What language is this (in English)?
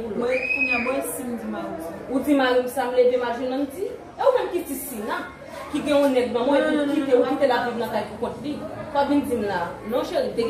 Haitian Creole